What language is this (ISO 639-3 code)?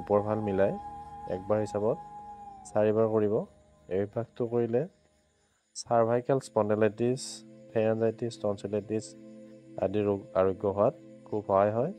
asm